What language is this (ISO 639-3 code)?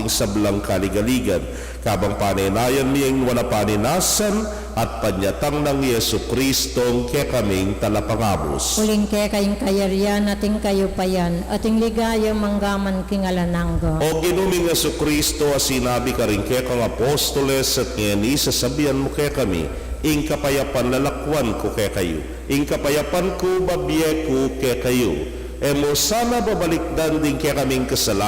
pam